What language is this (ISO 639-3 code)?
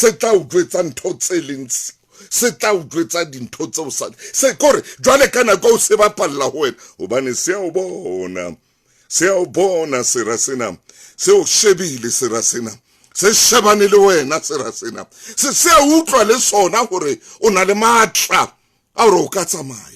sot